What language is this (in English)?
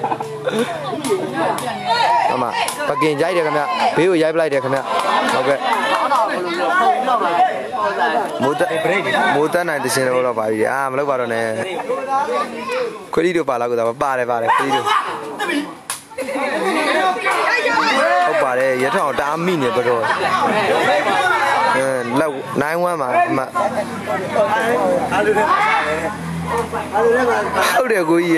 Burmese